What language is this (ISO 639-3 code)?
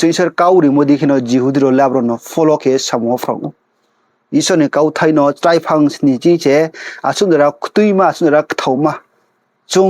ria